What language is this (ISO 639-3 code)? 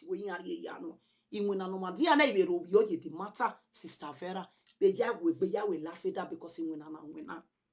pcm